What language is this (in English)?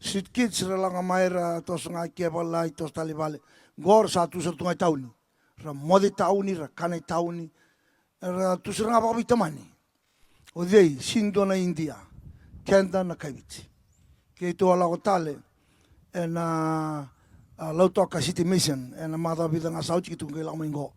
Fijian